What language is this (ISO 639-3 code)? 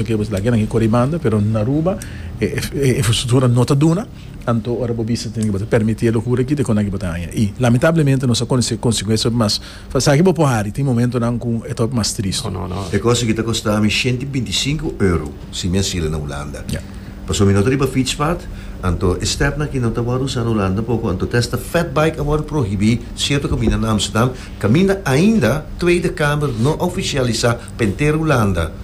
pap